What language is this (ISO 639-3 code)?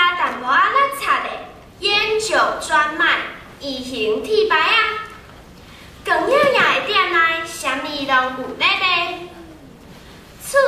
nan